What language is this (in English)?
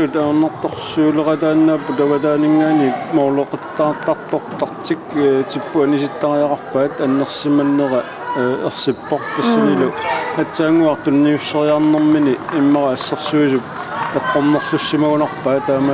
Kalaallisut